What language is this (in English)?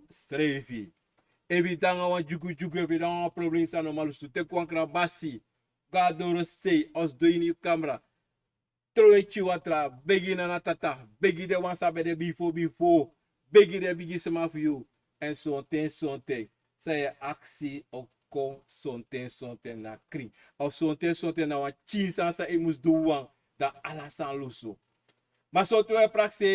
Sranan Tongo